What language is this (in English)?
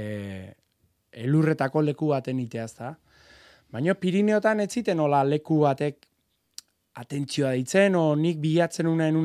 Basque